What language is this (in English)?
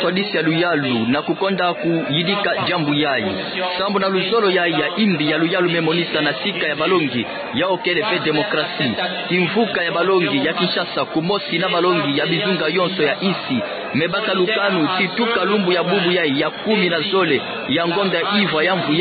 Kituba (Democratic Republic of Congo)